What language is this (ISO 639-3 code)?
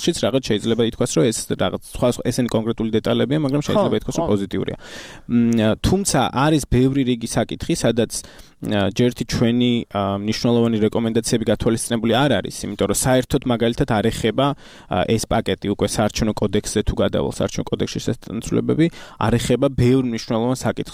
kat